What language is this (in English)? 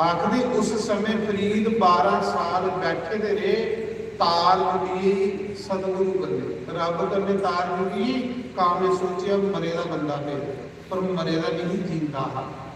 Dogri